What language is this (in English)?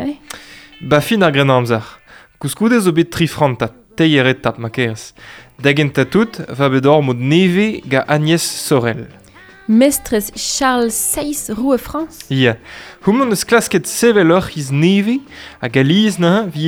Breton